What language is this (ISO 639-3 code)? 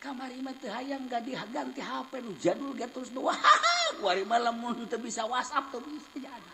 sun